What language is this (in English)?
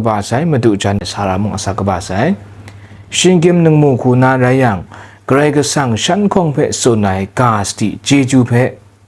Kachin